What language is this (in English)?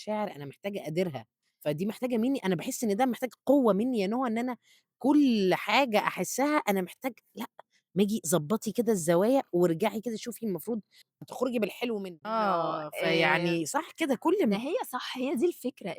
Egyptian Arabic